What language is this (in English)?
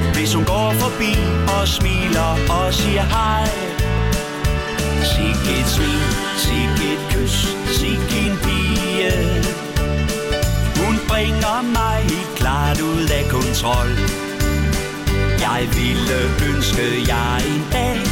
Danish